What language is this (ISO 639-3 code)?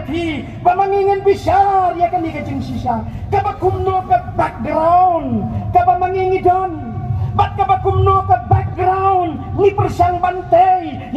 kha